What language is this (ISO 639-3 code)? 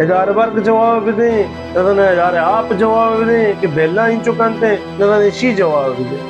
bal